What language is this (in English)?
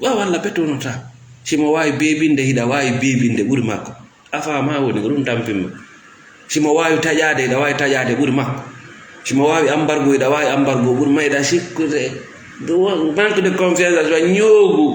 Fula